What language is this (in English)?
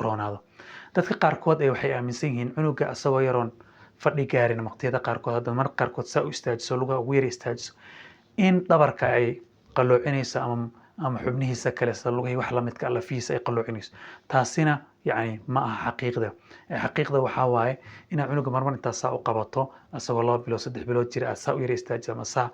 Somali